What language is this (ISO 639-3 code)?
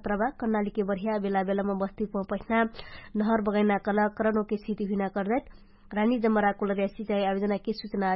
thl